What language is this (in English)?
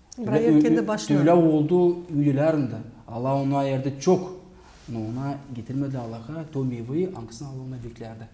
Gagauz